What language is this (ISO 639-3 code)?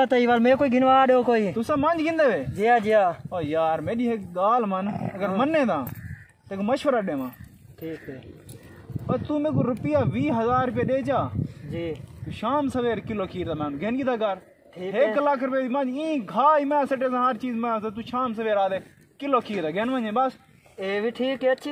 skr